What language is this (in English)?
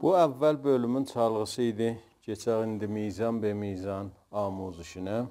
South Azerbaijani